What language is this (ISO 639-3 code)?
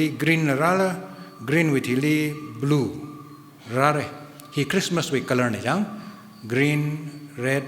nmf